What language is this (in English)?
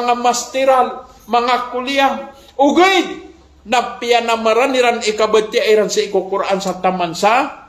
Maranao